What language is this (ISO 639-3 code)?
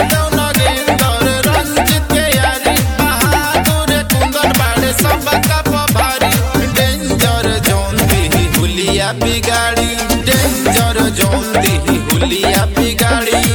bho